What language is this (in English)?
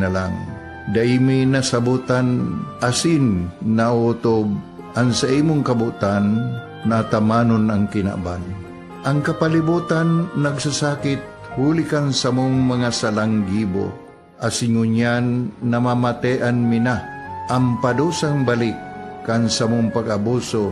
Bikol